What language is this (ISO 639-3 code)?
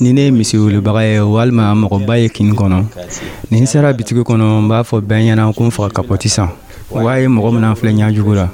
dyu